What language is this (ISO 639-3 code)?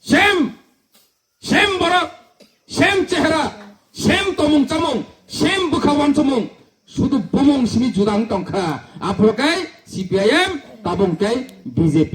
trp